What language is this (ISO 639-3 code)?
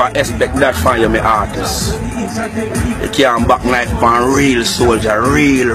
jam